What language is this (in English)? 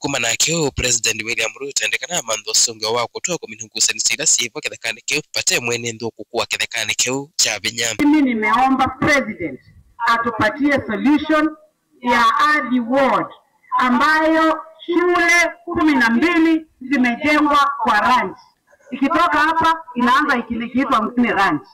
Kamba